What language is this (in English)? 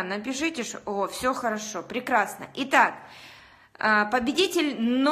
Russian